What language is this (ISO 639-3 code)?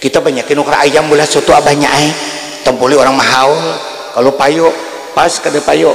bjn